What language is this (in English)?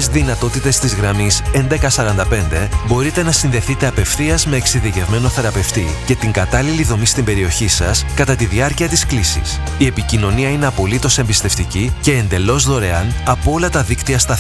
Greek